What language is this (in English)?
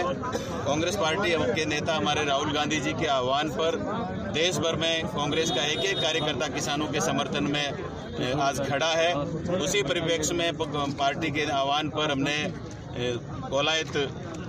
Hindi